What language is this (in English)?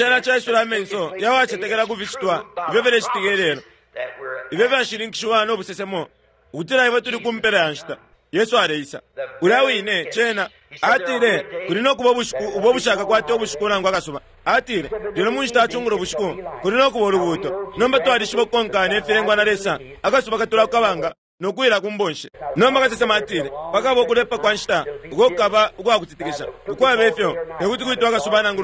Bemba